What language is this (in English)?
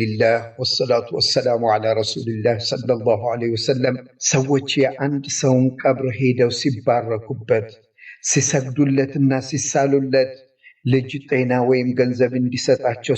Amharic